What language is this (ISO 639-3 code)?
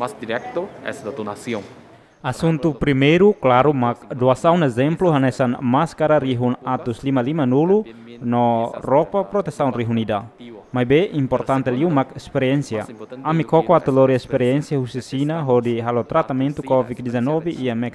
tet